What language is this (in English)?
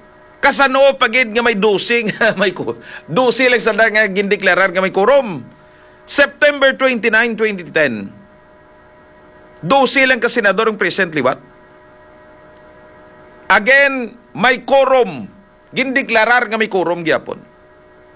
Hiligaynon